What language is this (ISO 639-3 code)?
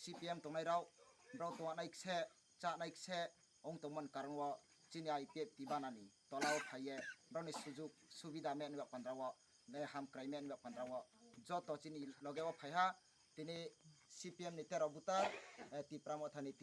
trp